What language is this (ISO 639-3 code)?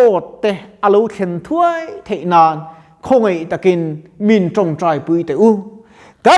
lus